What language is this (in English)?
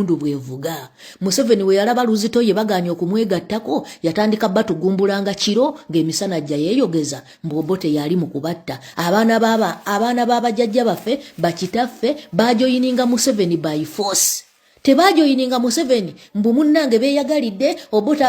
Ganda